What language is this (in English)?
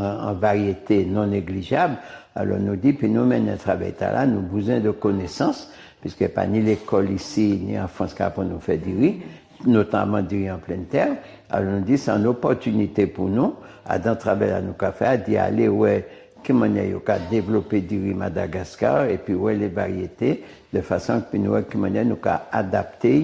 Guadeloupean Creole French